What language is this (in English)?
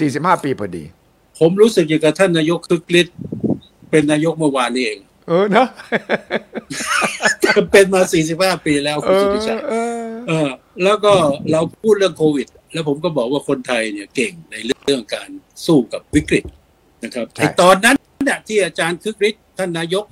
Thai